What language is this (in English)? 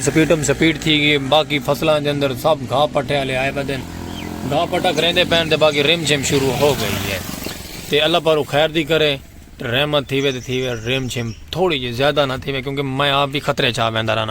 Saraiki